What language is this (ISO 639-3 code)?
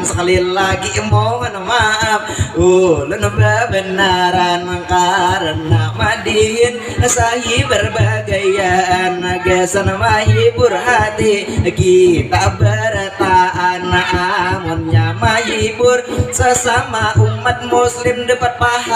bjn